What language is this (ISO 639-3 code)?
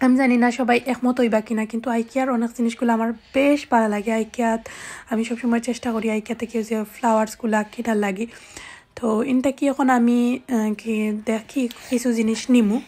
syl